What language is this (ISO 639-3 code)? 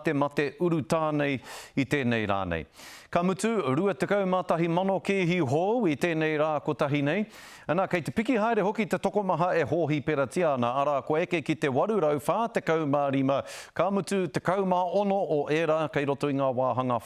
mri